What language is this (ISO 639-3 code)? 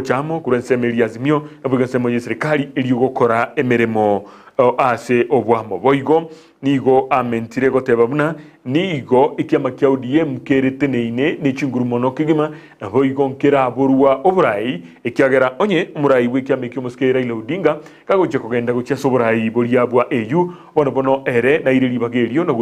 guz